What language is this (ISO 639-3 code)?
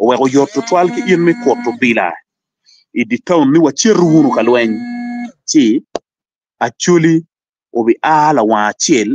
ach